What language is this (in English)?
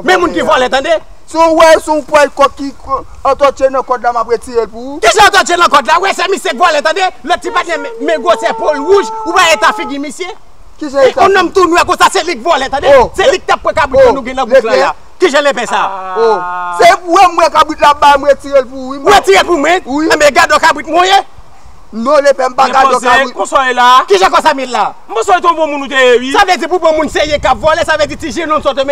Haitian Creole